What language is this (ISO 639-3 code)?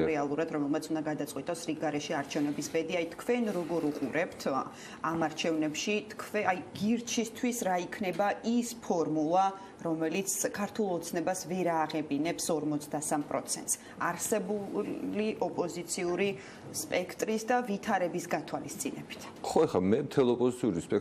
kat